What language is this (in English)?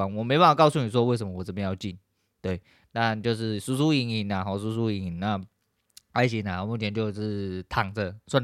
Chinese